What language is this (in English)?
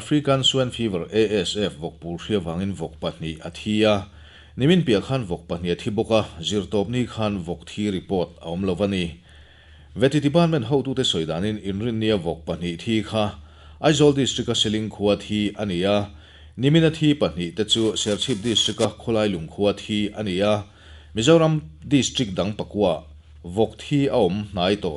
Mizo